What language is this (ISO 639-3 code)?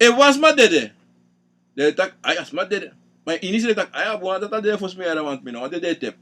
srn